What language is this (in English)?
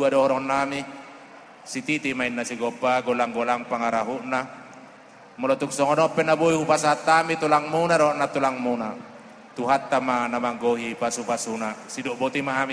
Batak Toba